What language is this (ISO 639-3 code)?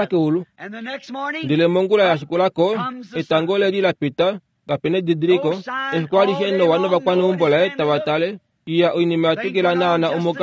kua